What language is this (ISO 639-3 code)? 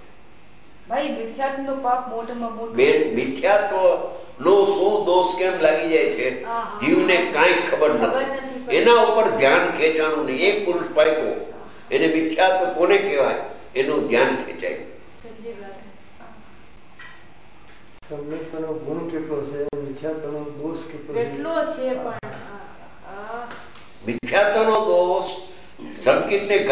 guj